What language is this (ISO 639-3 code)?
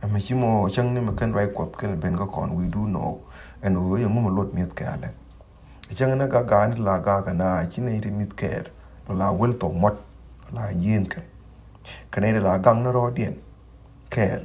nus